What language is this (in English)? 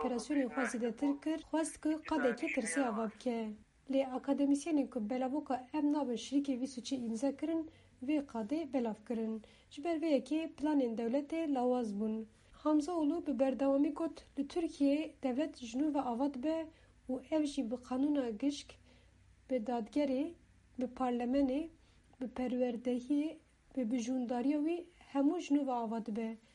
Kurdish